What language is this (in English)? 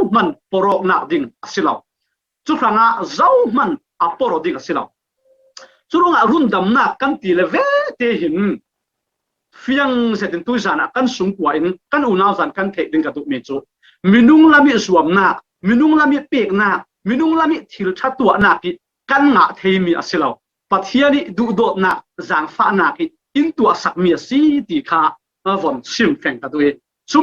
Falam Chin